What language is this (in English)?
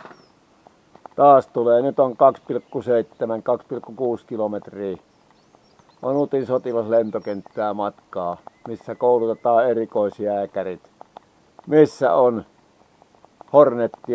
Finnish